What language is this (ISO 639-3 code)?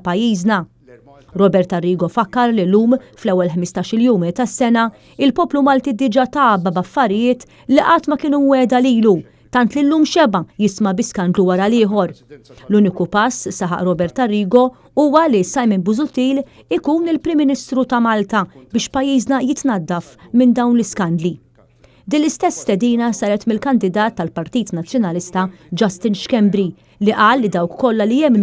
mlt